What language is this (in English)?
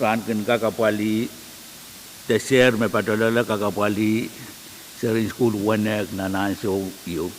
Pohnpeian